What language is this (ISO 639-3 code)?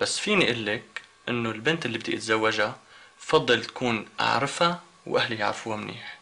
apc